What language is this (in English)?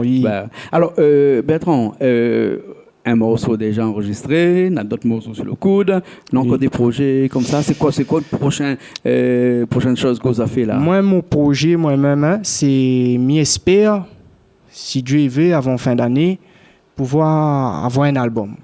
Réunion Creole French